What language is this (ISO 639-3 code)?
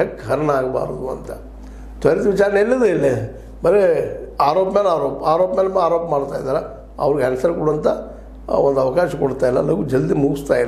kan